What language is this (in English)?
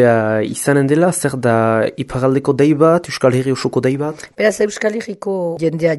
Basque